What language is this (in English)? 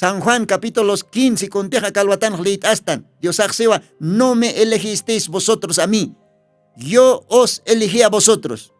Aymara